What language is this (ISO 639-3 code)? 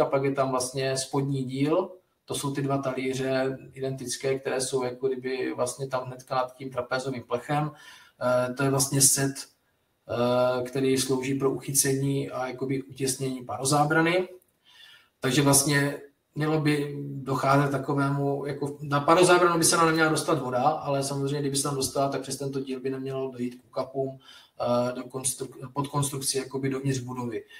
ces